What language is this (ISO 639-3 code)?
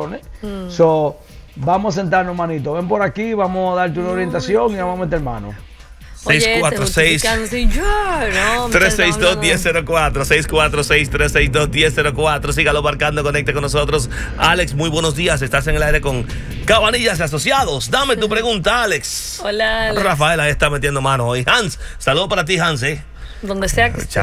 spa